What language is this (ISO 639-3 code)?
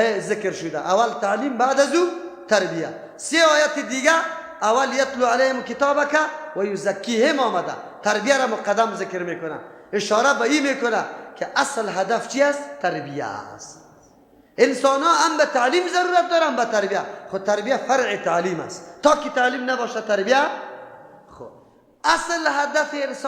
fas